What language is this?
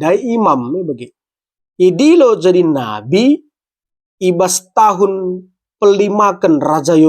Batak Karo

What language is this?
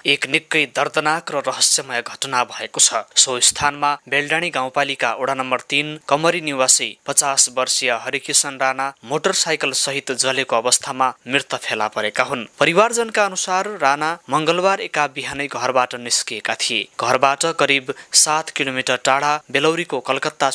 Nepali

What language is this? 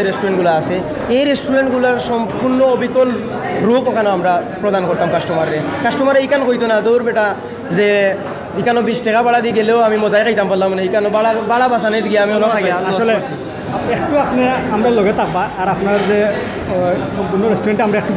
Sylheti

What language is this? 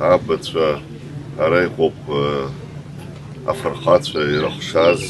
Abkhazian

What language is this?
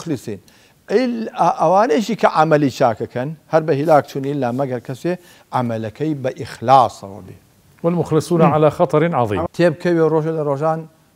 Central Kurdish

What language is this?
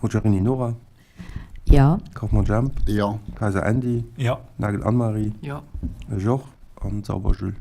Luxembourgish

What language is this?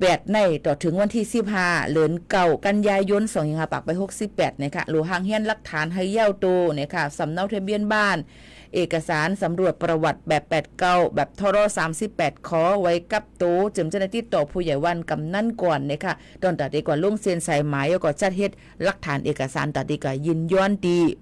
Shan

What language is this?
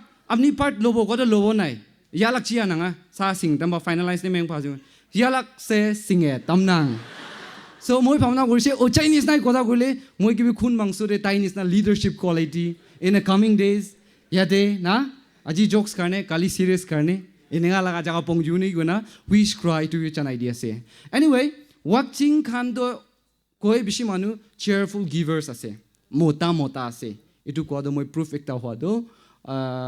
Naga Pidgin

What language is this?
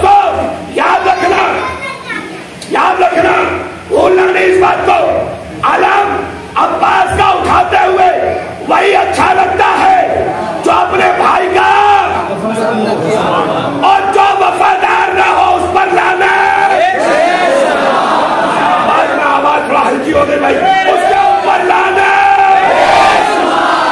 Urdu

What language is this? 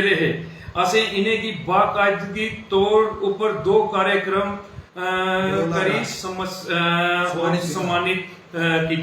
Dogri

